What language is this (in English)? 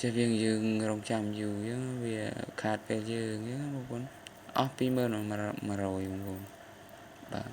Khmer